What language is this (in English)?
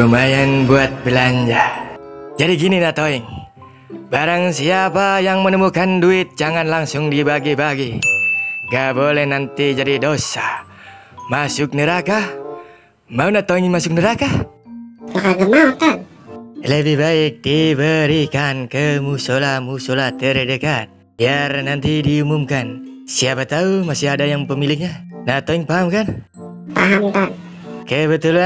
Betawi